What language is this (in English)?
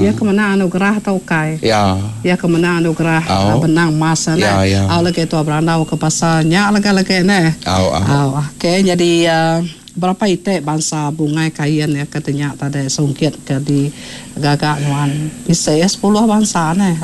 Iban